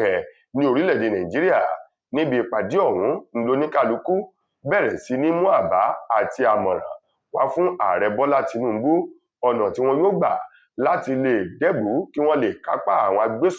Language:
Yoruba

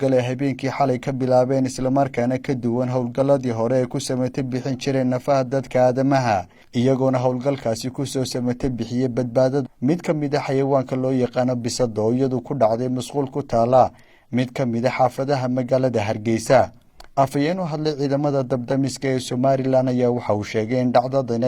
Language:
Somali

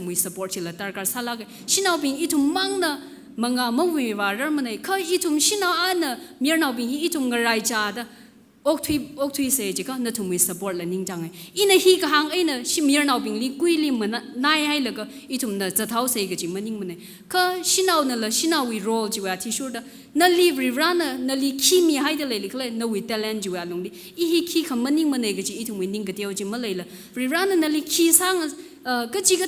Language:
Tangkhul Naga (India)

